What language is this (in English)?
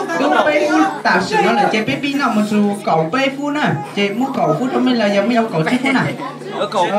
Hmong